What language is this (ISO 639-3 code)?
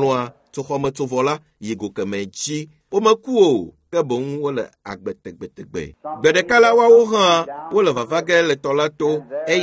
ewe